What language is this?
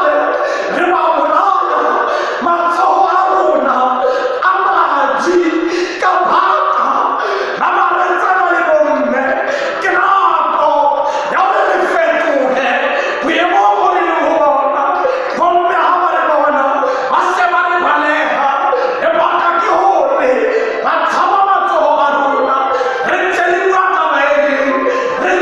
Southern Sotho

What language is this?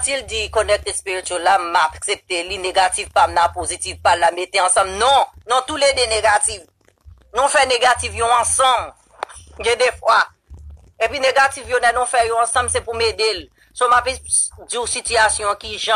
Haitian Creole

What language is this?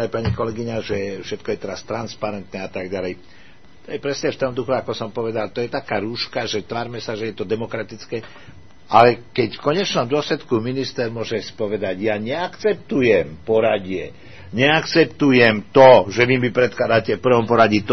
Slovak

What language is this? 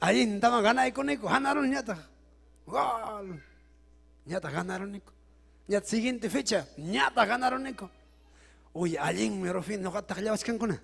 Ayacucho Quechua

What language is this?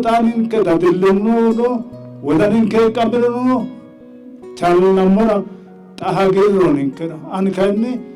Sidamo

